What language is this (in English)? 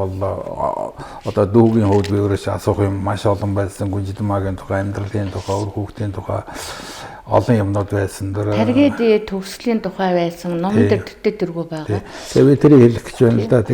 Mongolian